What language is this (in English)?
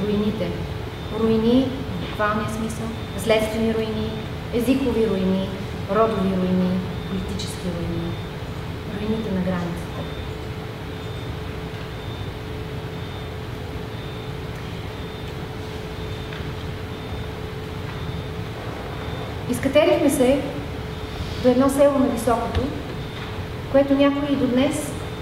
Bulgarian